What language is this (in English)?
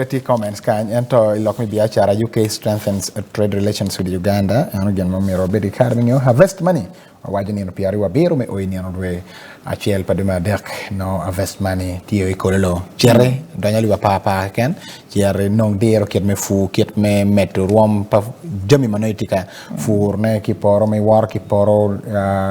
Acoli